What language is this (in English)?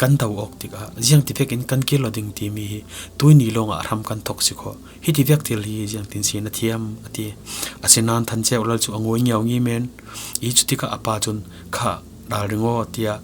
Falam Chin